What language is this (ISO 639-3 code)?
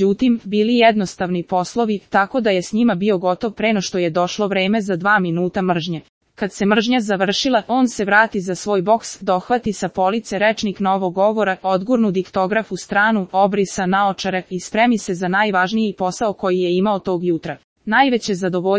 srp